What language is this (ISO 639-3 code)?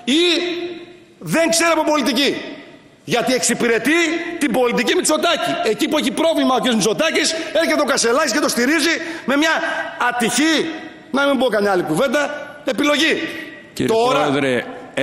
ell